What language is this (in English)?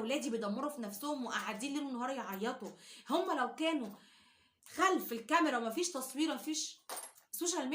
Egyptian Arabic